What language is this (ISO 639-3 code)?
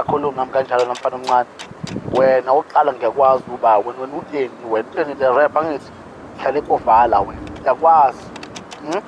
zul